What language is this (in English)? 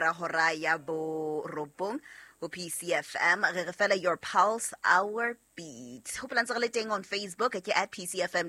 Southern Sotho